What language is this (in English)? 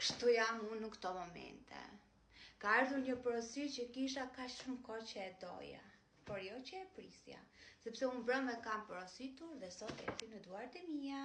Albanian